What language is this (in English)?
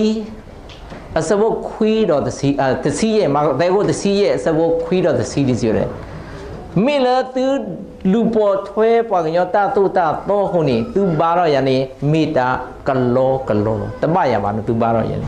S'gaw Karen